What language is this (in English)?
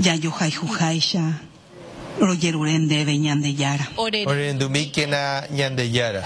Guarani